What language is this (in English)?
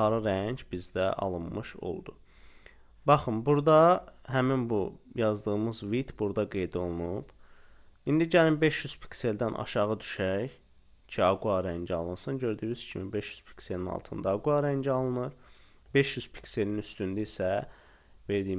Azerbaijani